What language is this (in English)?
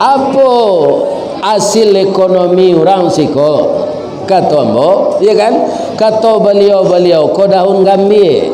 Minangkabau